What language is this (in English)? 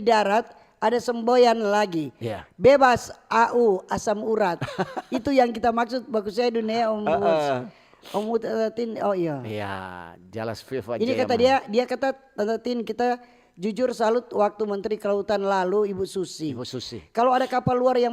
Manado Malay